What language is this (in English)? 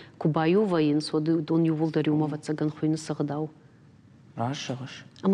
Ossetic